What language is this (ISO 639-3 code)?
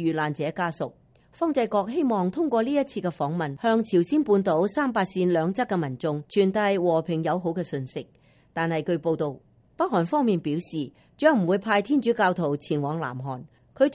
yue